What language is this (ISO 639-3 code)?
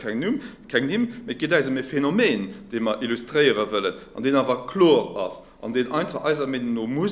ltz